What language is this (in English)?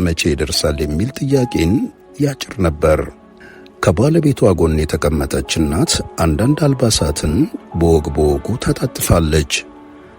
Amharic